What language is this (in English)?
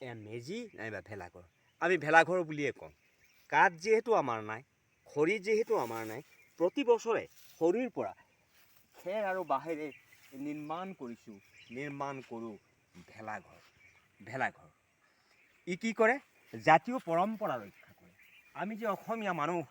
Assamese